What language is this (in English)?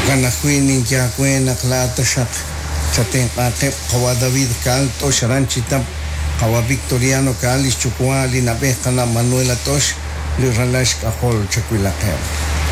Kekchí